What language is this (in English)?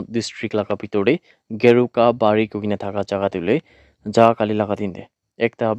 Naga Pidgin